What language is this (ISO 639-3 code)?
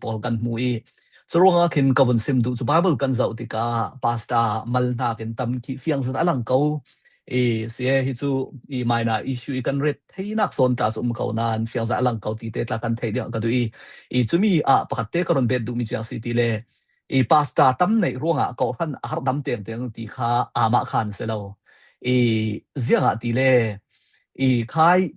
cfm